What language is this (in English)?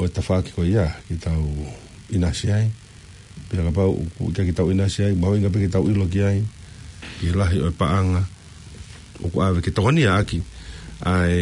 Tongan